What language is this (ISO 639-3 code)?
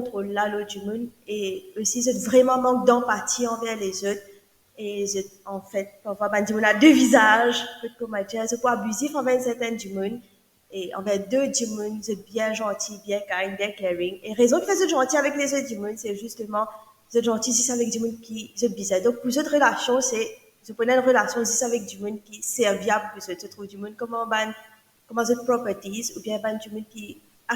mfe